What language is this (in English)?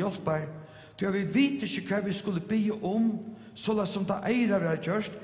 Faroese